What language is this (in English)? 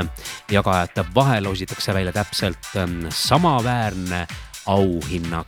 Estonian